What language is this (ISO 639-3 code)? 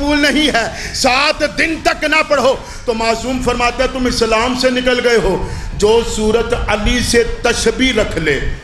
urd